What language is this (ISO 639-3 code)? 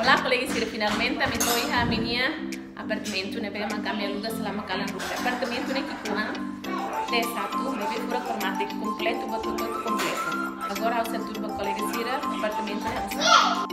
tet